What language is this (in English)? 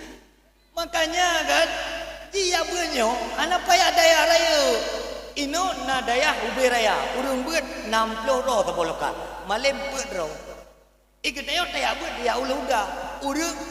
Achinese